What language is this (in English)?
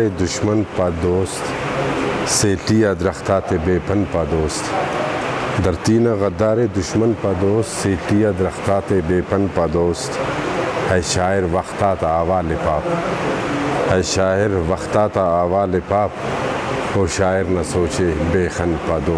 Brahui